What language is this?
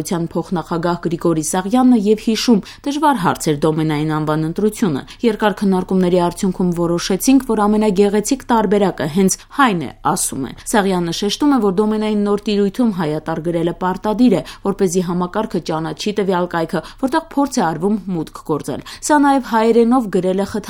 Armenian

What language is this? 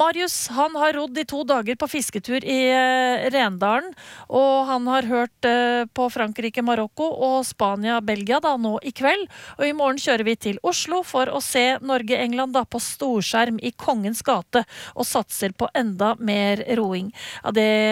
Norwegian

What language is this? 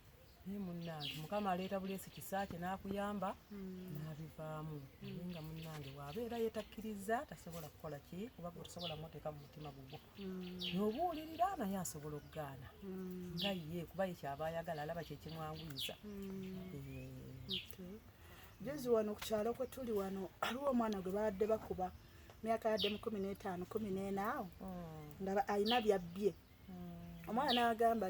Ganda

